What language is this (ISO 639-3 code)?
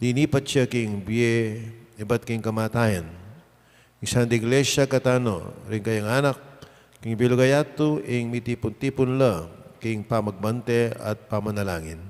pam